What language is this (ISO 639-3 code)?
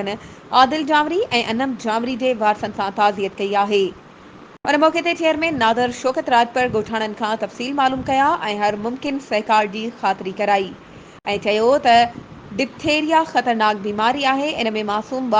snd